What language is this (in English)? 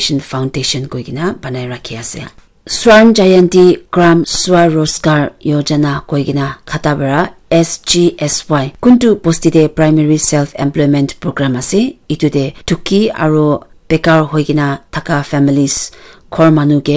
Naga Pidgin